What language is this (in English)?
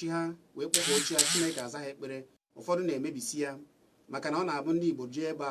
Igbo